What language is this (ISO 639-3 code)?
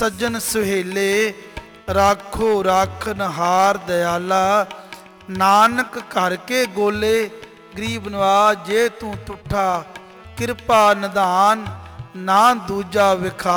pan